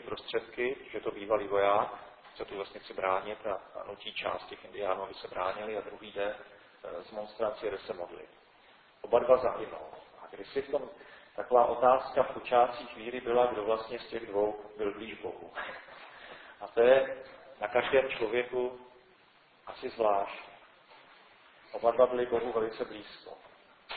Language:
Czech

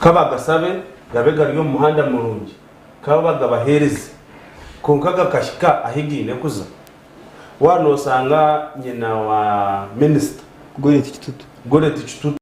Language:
Nyankole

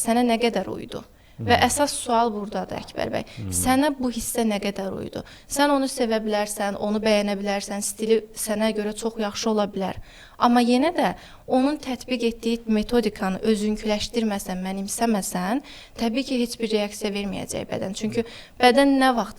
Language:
Azerbaijani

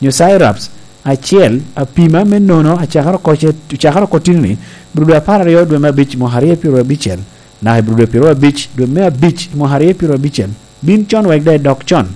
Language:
Lango (Uganda)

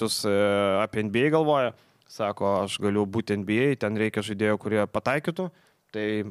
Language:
Lithuanian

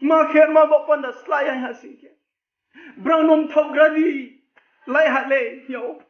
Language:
Riang (India)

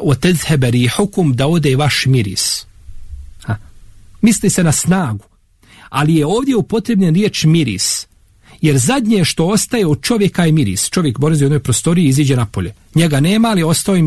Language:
Bosnian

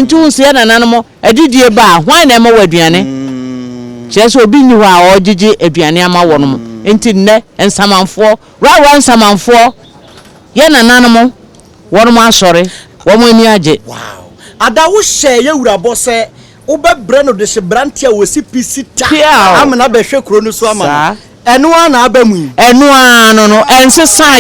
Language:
Akan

